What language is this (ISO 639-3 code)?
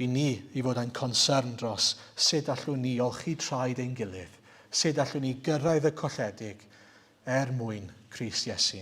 cym